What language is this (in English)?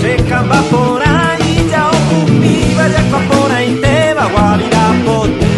Guarani